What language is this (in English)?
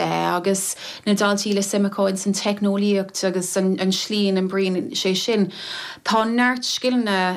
Irish